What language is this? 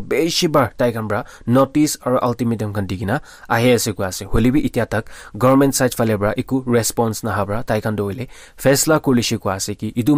Naga Pidgin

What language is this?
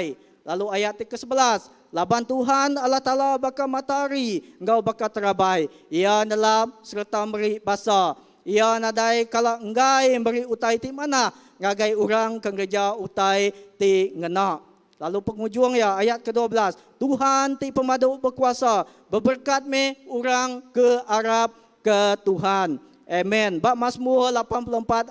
Iban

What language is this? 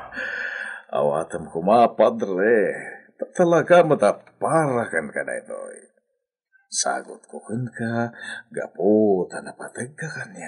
Iloko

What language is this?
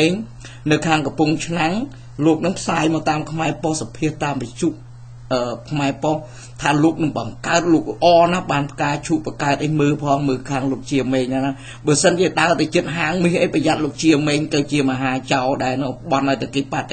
Khmer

